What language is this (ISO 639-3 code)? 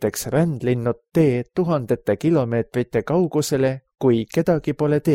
est